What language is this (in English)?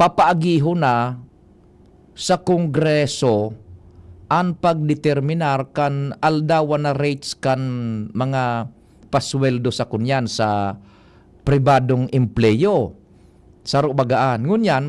Bikol